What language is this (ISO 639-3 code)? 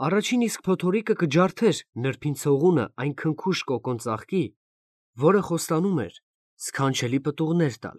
hye